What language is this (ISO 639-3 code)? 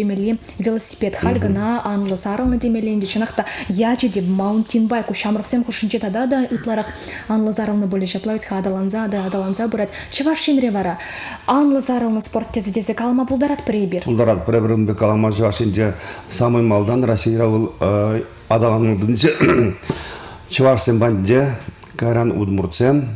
chv